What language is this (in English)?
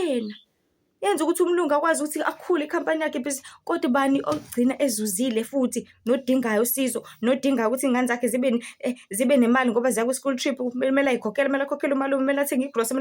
Zulu